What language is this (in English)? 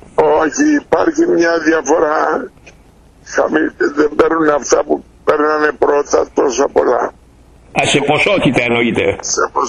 Greek